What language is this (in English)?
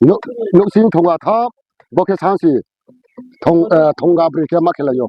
Riang (India)